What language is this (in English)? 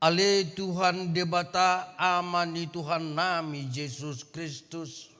Batak Toba